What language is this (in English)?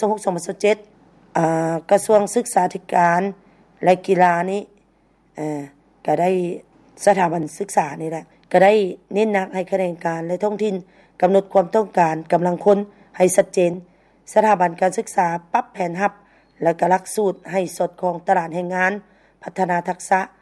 Lao